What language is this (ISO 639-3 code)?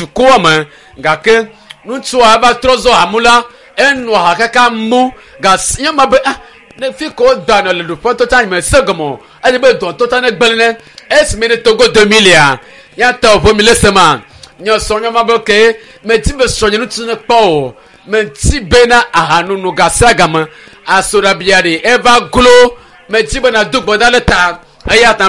ewe